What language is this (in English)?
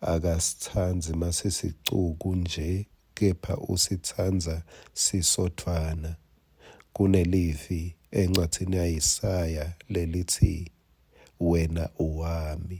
Swati